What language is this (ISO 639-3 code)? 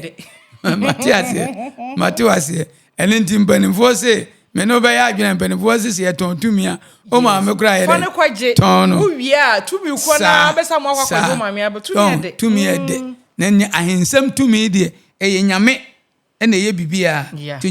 aka